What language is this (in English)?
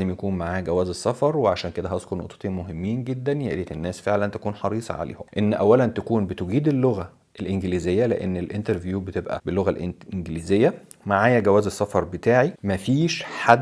Egyptian Arabic